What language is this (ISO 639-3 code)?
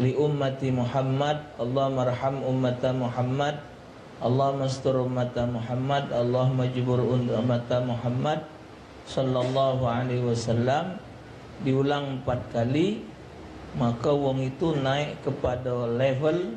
mui